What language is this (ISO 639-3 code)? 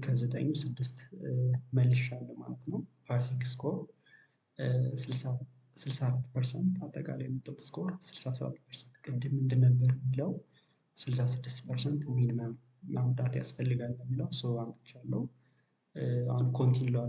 amh